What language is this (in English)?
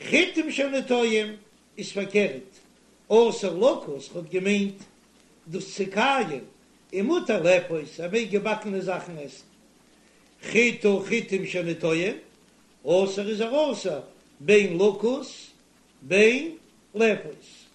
Yiddish